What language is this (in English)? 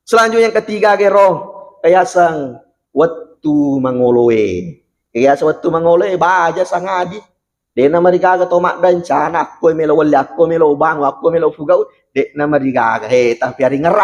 Buginese